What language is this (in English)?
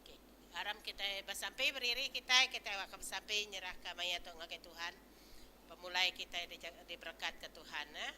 Iban